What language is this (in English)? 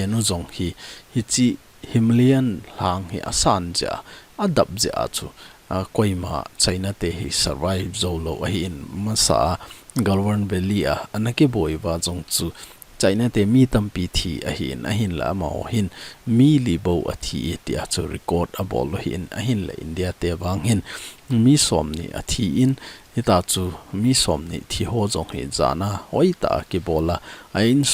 Thado Chin